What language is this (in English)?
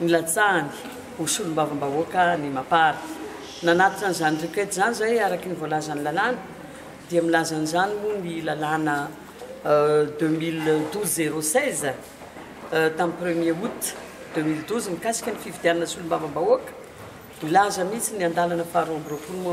Malagasy